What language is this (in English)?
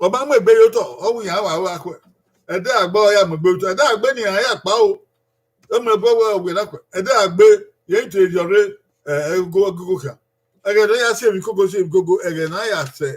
Bini